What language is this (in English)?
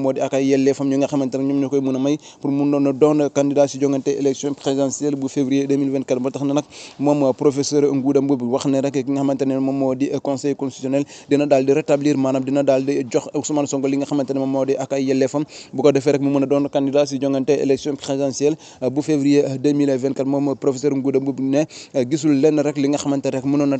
Wolof